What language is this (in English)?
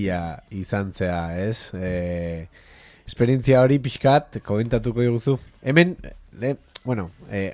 Basque